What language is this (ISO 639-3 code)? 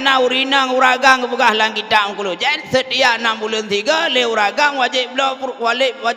ace